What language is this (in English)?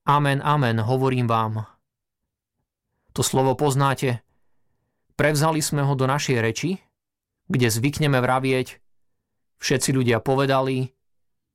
Slovak